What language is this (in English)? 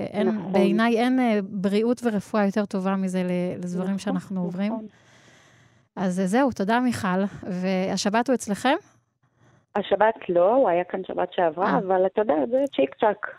Hebrew